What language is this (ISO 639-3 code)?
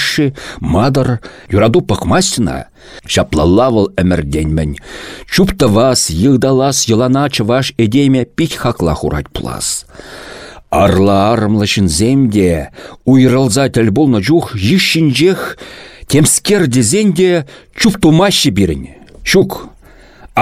chv